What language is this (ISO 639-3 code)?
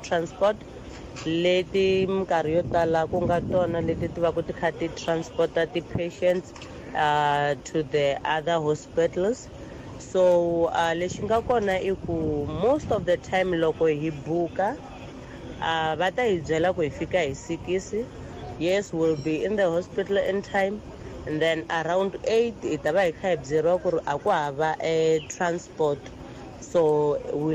tso